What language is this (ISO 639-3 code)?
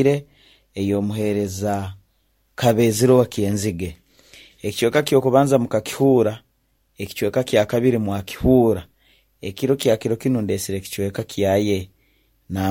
nyo